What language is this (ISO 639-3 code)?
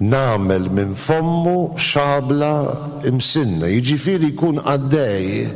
mlt